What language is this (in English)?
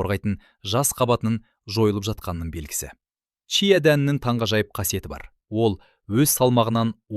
Kazakh